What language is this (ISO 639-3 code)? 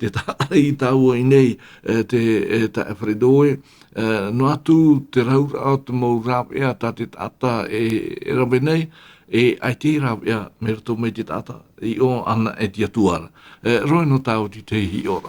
tah